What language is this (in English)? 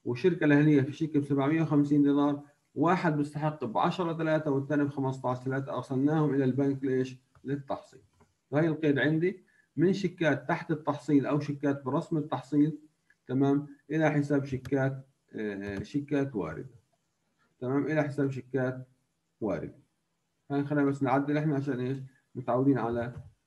South Levantine Arabic